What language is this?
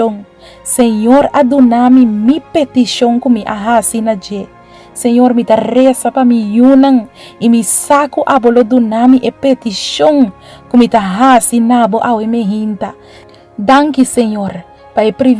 Papiamento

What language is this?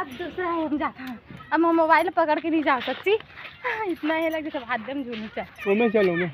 Chhattisgarhi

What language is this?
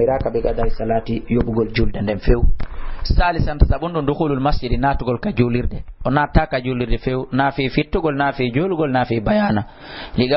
Fula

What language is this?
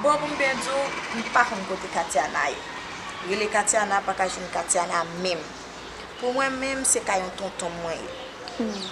Haitian Creole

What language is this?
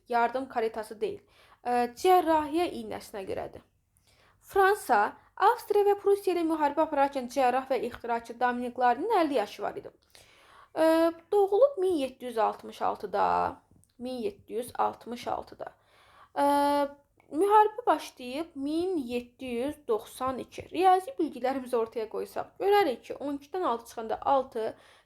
Azerbaijani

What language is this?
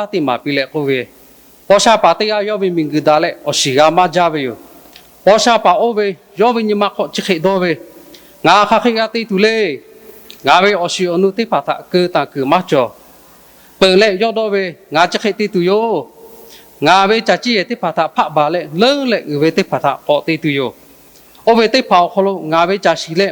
Lahu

